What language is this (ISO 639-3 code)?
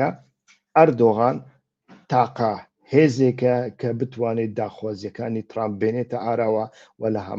ckb